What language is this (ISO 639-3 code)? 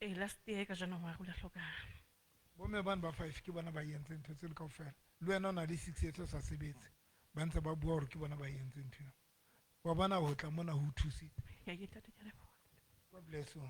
sot